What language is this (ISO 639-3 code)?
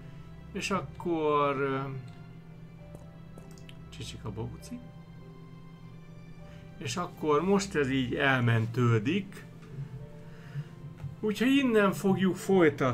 hun